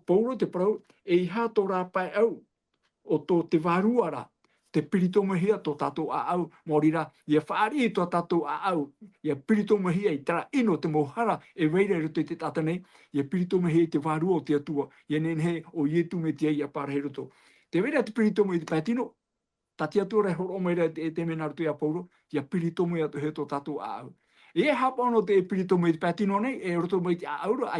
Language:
Tahitian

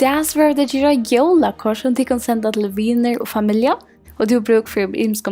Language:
Faroese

